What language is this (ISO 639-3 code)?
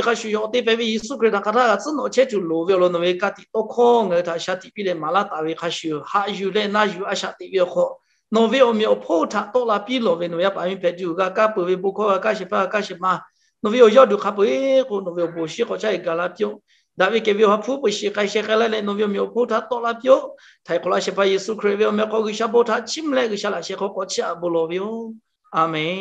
lhu